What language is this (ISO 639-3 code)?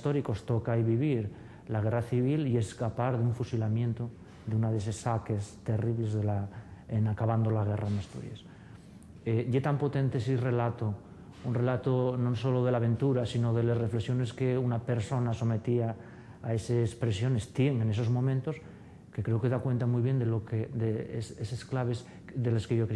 ast